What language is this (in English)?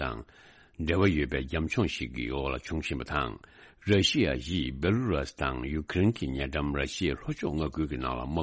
Tibetan